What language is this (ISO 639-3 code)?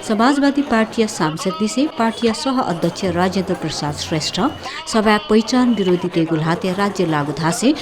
new